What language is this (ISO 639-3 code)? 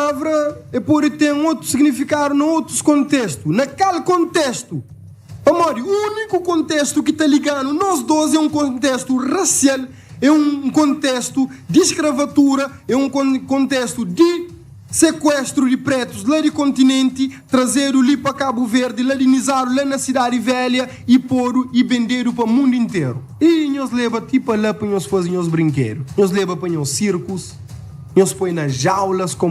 kea